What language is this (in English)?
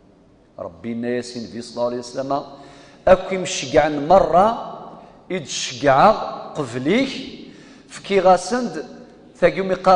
Kabyle